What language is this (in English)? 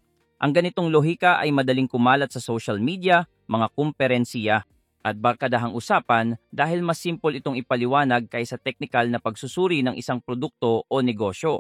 Filipino